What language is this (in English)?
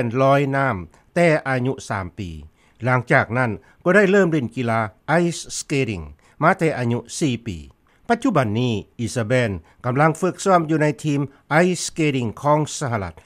Lao